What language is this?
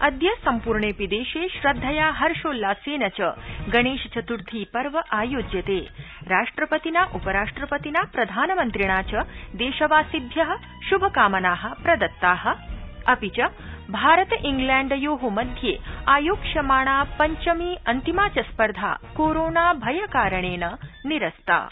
Sanskrit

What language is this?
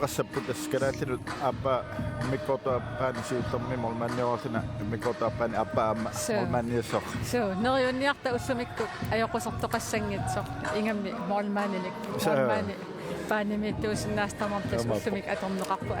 Kalaallisut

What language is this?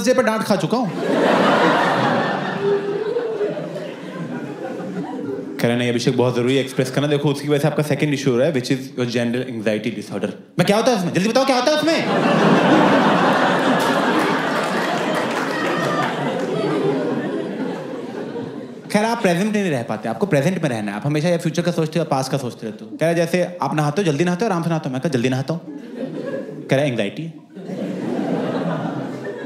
Hindi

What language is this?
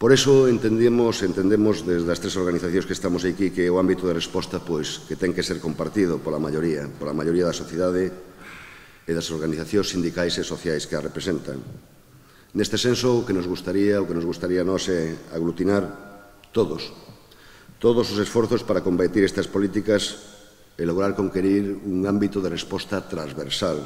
Galician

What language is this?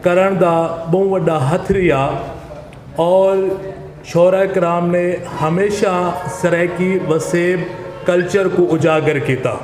Saraiki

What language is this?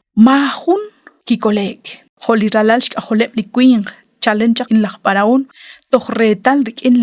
Kekchí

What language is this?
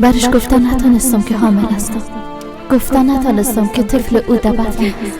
Persian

